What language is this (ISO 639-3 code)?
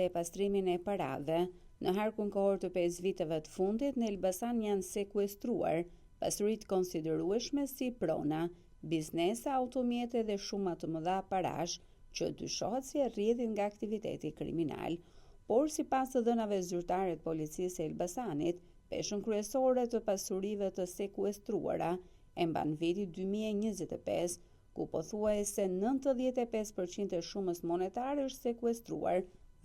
sqi